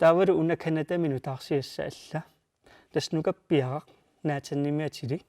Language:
Kalaallisut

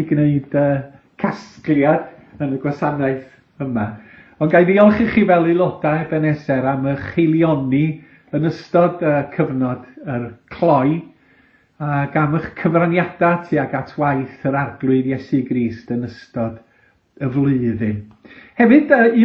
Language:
Welsh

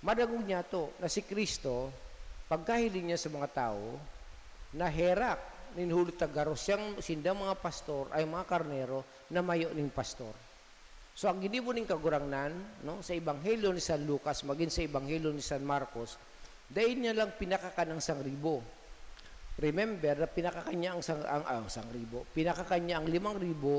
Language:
Bikol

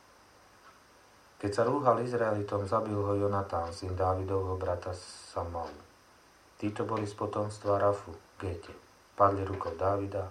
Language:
Slovak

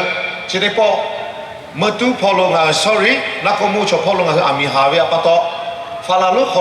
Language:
Lahu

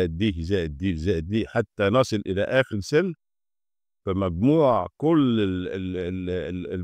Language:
Egyptian Arabic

